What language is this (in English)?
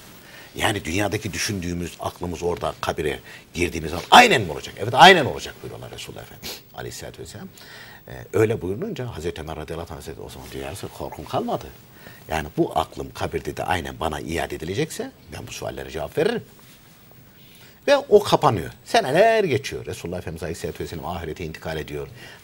Turkish